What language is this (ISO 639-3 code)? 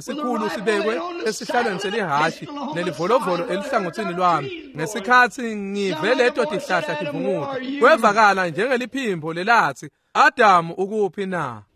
ssw